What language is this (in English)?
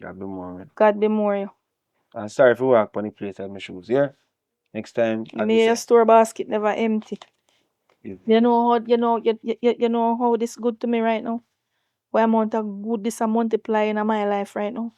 Jamaican Creole English